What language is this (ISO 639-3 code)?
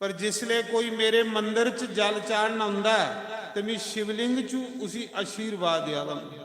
doi